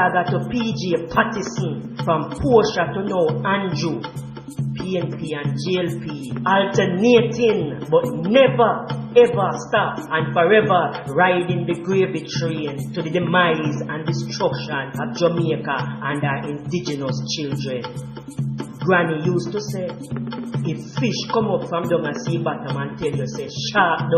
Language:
Jamaican Creole English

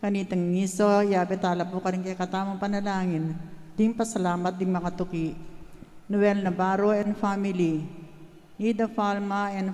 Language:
Pampanga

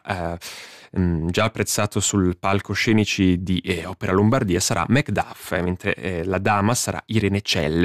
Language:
Italian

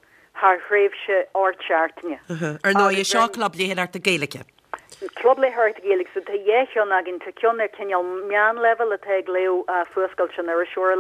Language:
Irish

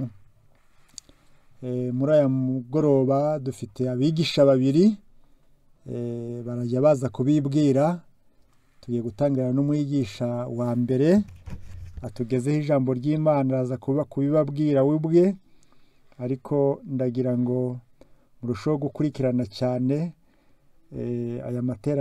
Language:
Kinyarwanda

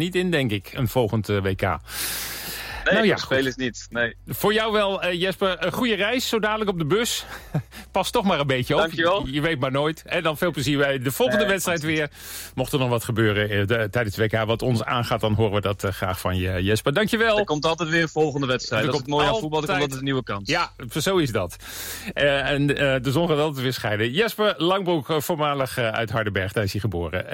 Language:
Dutch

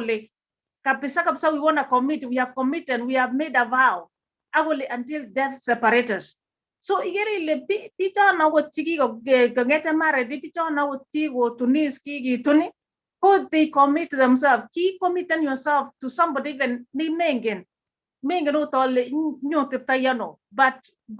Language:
Kalenjin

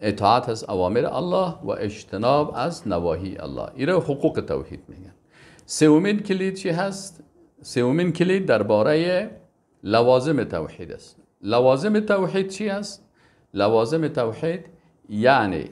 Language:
Persian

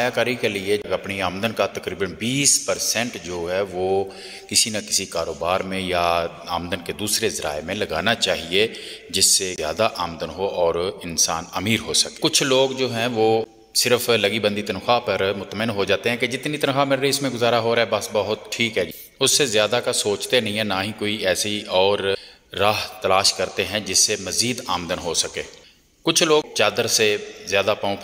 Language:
Urdu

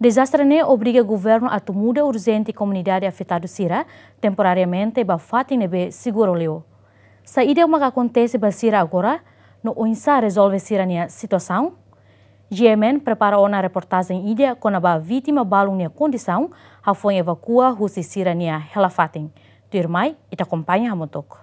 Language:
Tetum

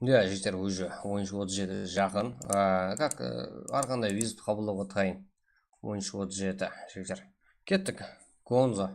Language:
Kara-Kalpak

